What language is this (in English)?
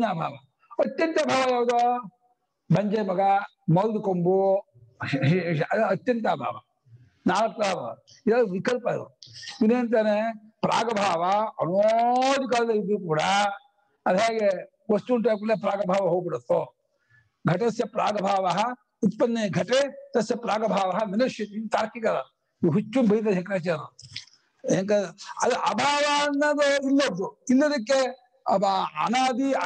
Kannada